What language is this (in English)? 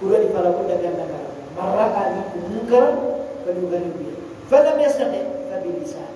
Fula